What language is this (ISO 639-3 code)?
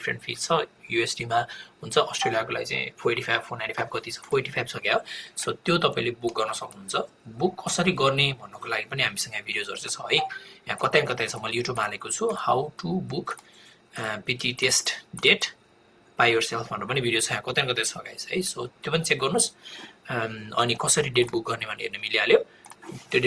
nep